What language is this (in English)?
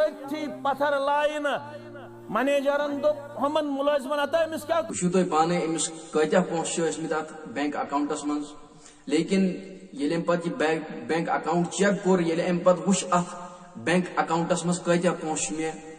Kashmiri